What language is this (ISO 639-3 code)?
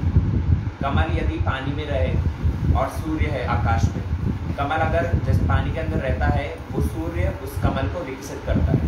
hin